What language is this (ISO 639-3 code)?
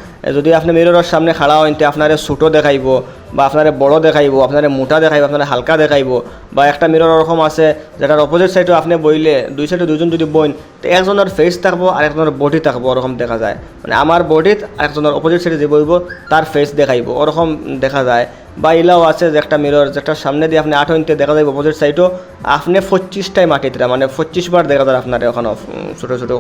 syl